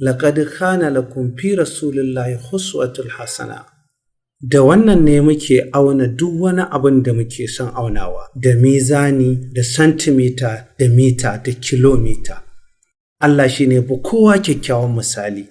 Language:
Hausa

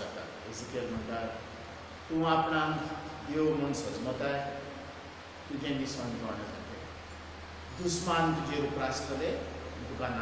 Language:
Konkani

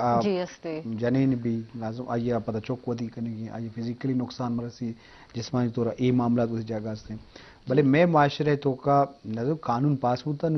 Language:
Eastern Balochi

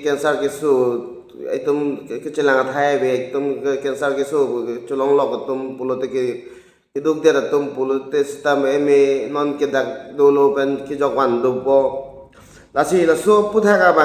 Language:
Karbi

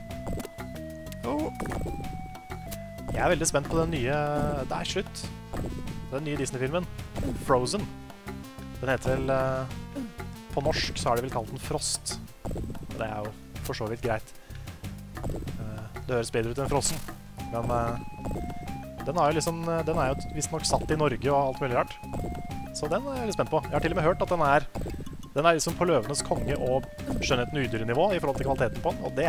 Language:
Norwegian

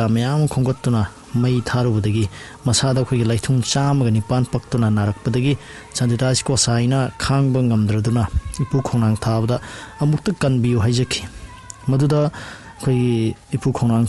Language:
Manipuri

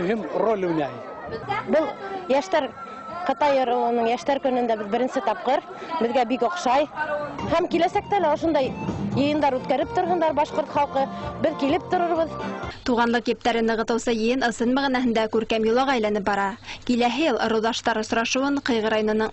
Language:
Bashkir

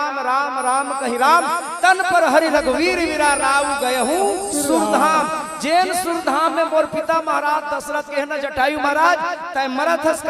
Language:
Chhattisgarhi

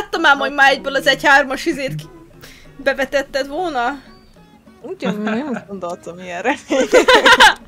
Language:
Hungarian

